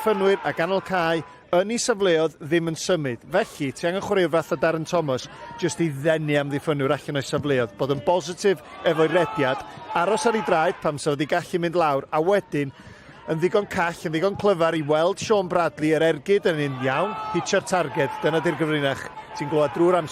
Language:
Welsh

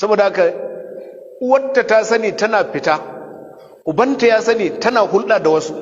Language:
Hausa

